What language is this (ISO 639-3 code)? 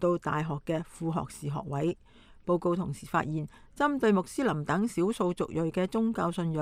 yue